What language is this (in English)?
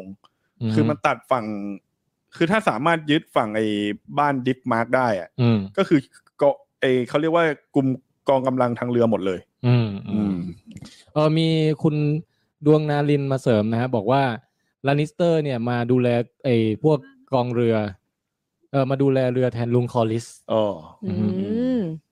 Thai